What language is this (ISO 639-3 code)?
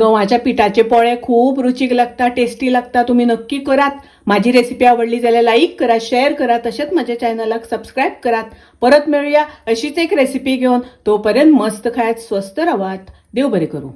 kok